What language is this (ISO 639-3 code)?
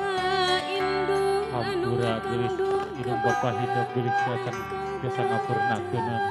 sun